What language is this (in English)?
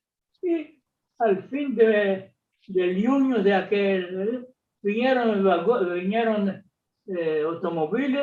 Ladino